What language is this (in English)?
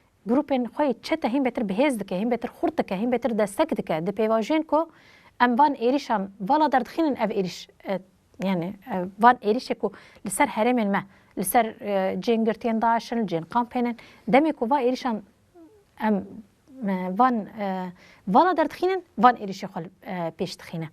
Kurdish